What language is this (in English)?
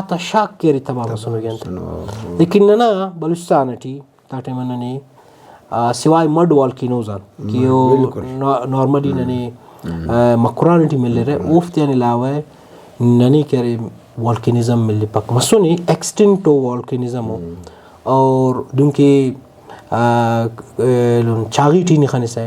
Brahui